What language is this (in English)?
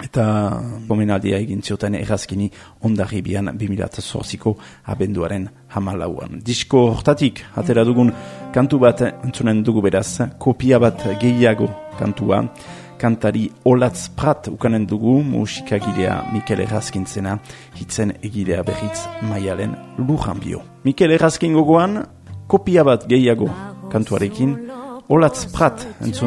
Basque